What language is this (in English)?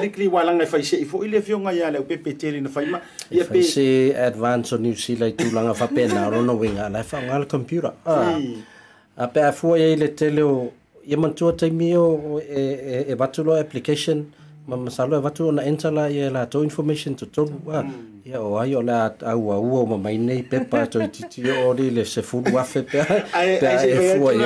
Samoan